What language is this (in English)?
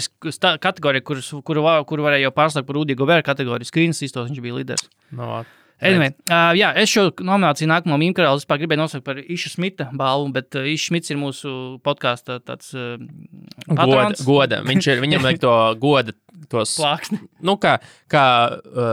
Latvian